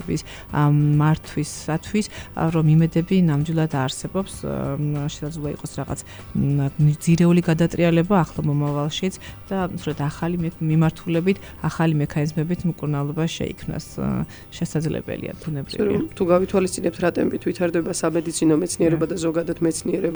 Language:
Georgian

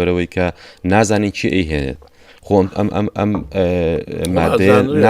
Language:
Central Kurdish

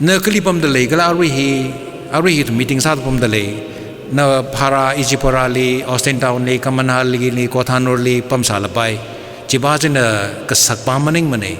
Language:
Tangkhul Naga (India)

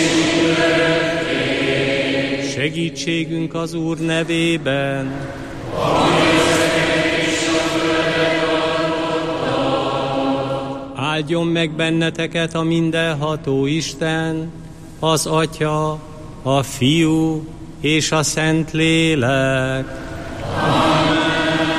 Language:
Hungarian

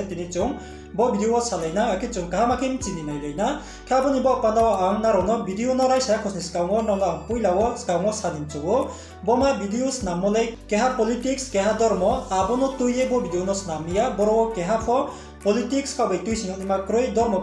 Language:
Riang (India)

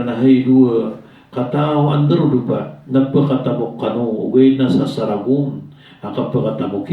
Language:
Maranao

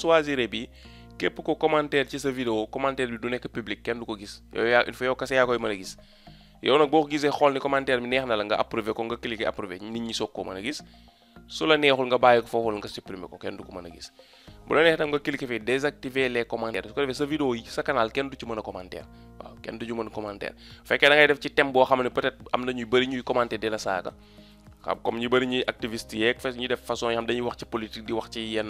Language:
Wolof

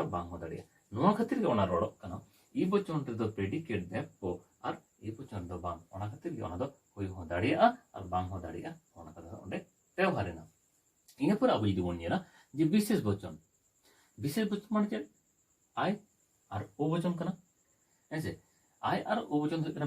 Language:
Santali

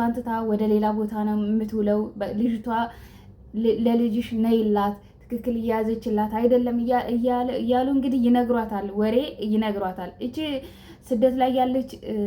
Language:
Amharic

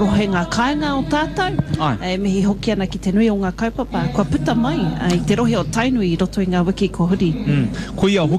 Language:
Māori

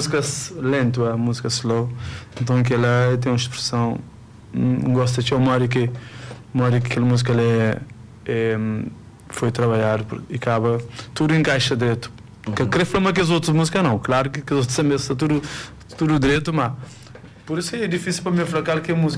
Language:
Kabuverdianu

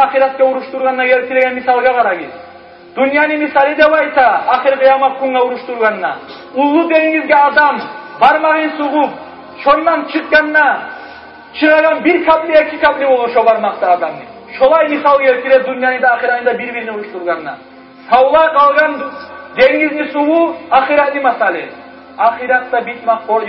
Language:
Kumyk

